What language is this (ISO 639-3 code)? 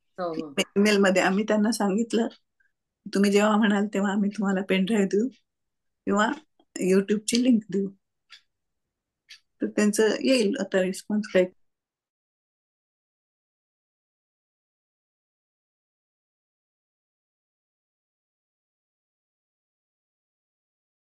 mar